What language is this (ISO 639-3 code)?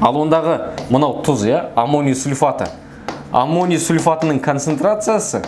kaz